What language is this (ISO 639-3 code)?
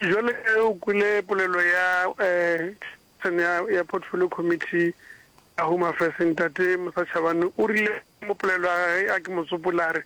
nso